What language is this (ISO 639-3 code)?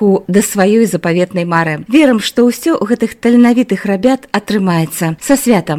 bel